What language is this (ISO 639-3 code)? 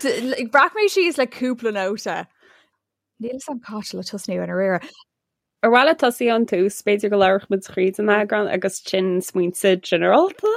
gle